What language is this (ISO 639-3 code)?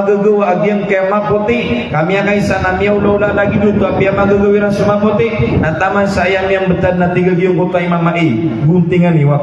mrw